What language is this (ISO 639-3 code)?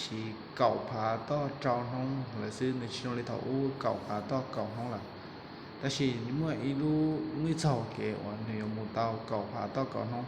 hmn